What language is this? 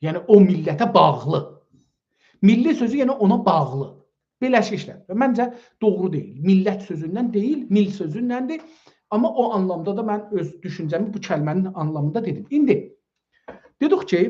South Azerbaijani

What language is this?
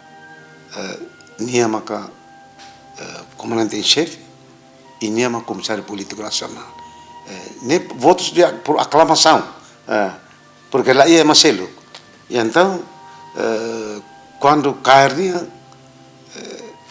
Tetum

